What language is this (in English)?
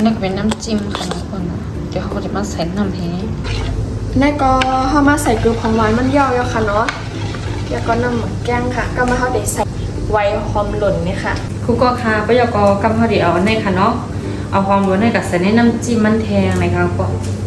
Shan